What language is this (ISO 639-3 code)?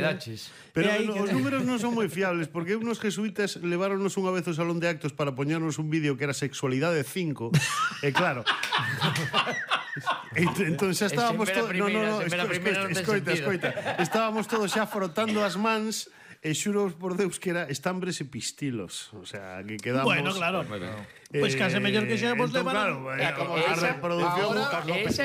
glg